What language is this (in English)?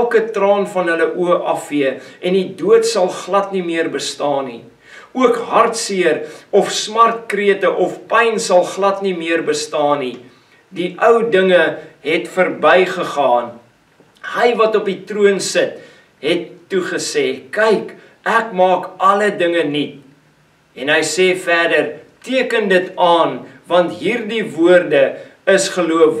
Afrikaans